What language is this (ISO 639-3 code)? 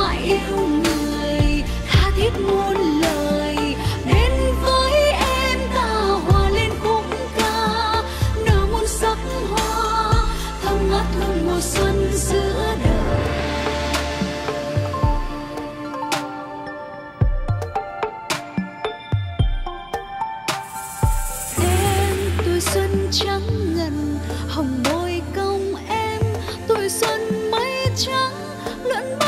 vie